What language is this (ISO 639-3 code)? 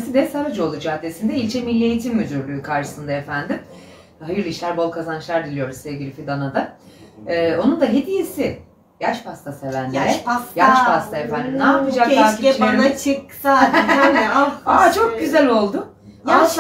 tur